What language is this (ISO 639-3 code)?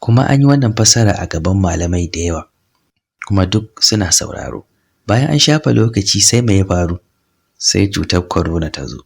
hau